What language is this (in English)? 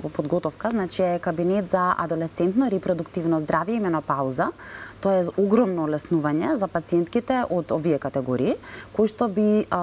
Macedonian